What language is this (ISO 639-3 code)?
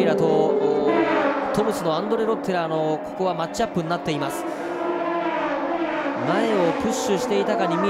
jpn